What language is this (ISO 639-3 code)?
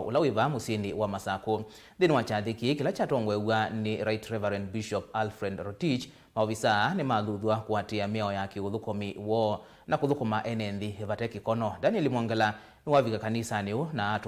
kam